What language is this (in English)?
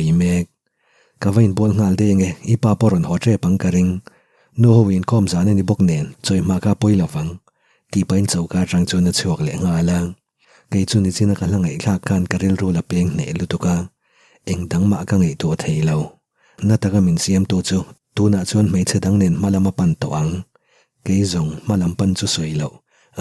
Mizo